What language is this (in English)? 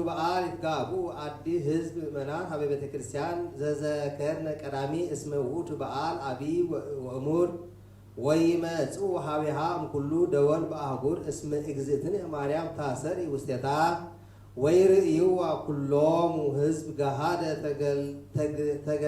Geez